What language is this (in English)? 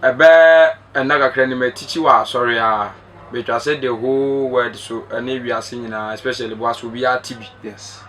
Akan